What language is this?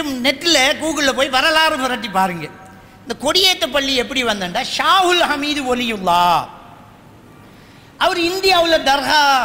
Tamil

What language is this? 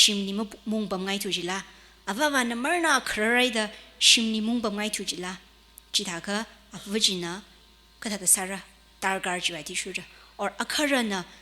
Tangkhul Naga (India)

